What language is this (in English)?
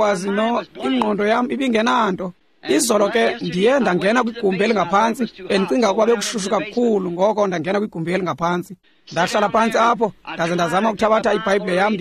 Xhosa